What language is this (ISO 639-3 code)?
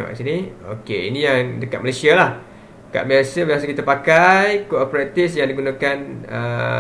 msa